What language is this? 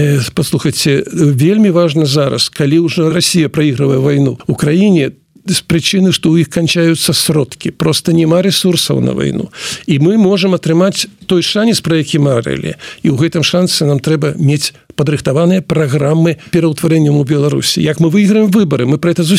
Belarusian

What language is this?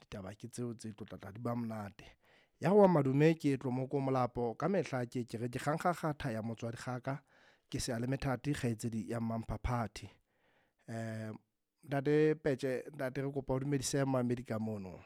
Southern Sotho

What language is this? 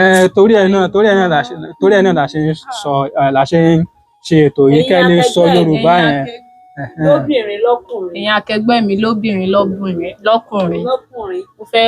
Yoruba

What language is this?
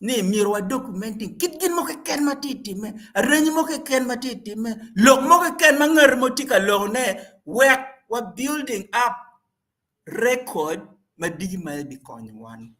Acoli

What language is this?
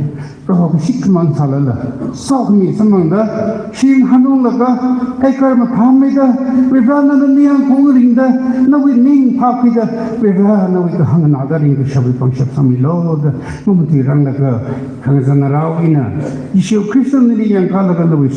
Tangkhul Naga (India)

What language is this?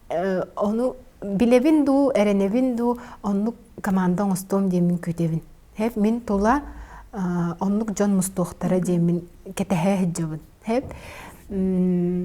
Yakut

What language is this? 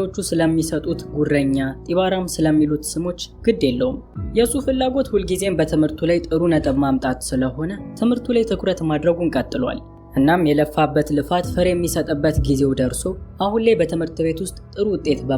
Amharic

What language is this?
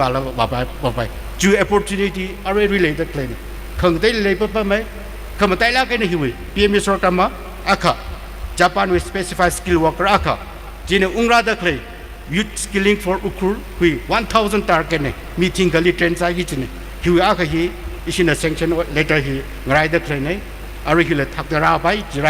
Tangkhul Naga (India)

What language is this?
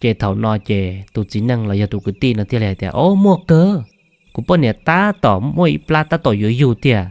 Hmong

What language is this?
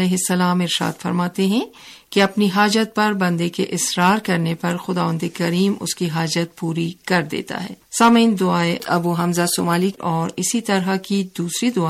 Urdu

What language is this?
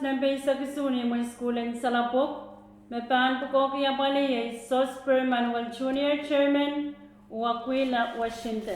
Pohnpeian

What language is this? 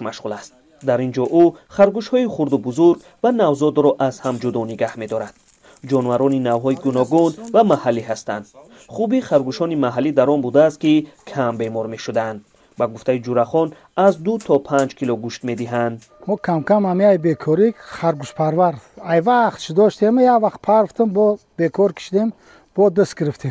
Tajik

